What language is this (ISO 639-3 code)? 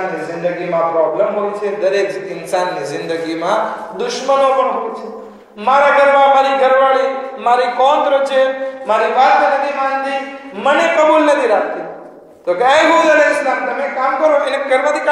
guj